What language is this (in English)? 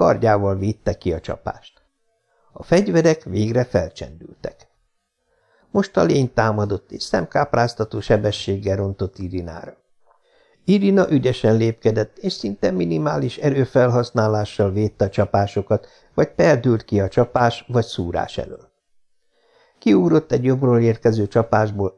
Hungarian